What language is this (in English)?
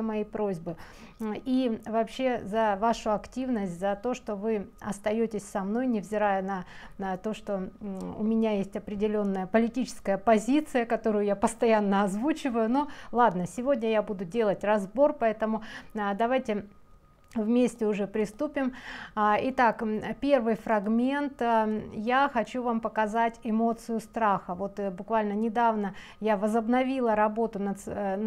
Russian